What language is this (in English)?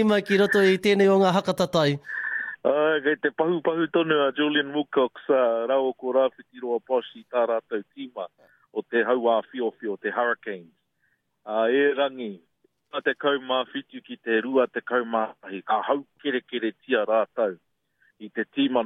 Māori